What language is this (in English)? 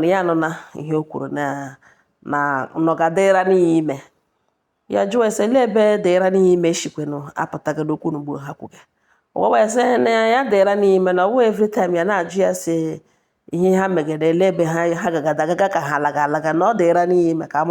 Igbo